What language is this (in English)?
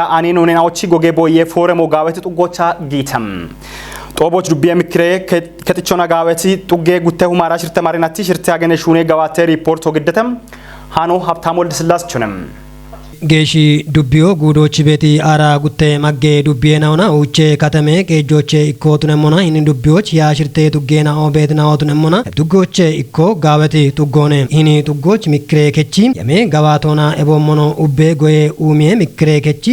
Kafa